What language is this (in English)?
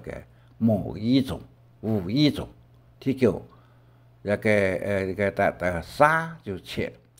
Hakka Chinese